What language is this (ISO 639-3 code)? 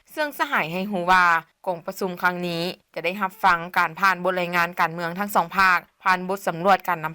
lao